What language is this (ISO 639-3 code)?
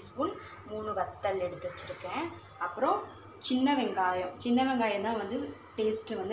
tam